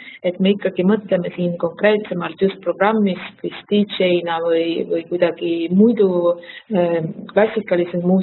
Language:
Estonian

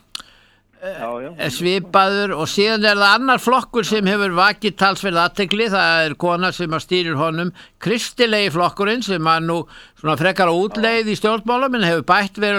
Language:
Icelandic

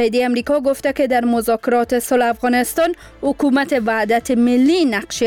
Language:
Persian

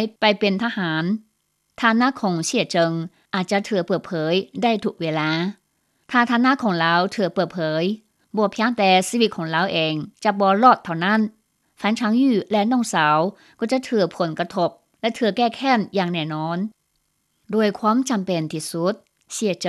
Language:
Lao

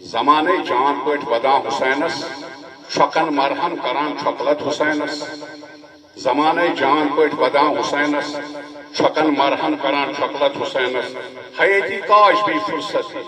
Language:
Kashmiri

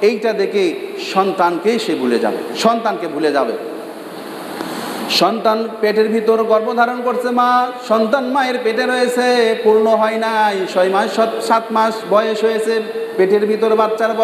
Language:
Bangla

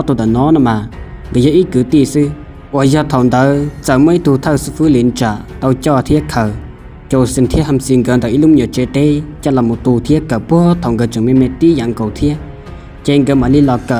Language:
Hmong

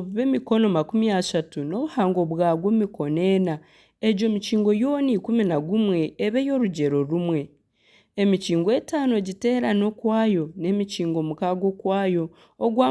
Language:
Nyankole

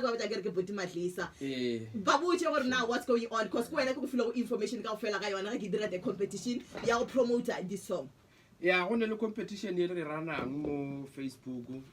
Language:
Northern Sotho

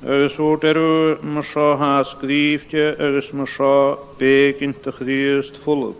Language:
Scottish Gaelic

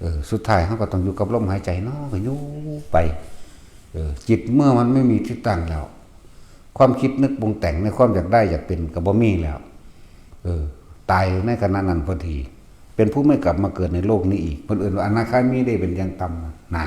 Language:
Northeastern Thai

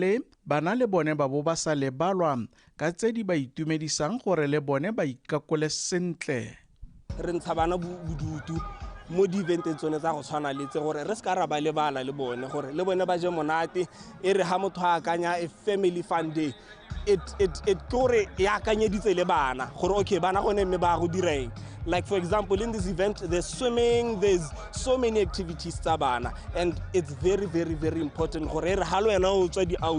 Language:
Tswana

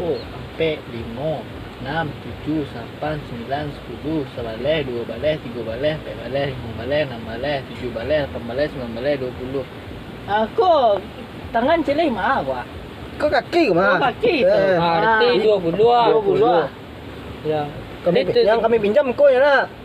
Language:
Minangkabau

